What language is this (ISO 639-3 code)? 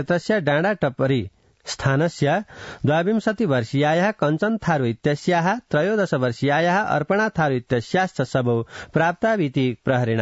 san